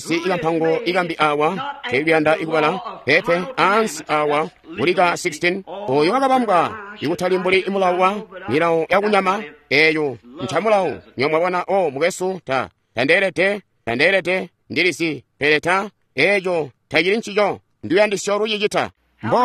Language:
Tonga (Zambia)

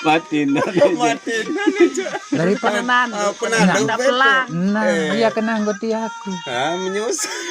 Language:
Sasak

